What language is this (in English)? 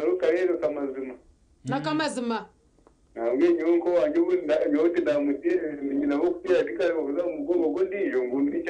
Nyankole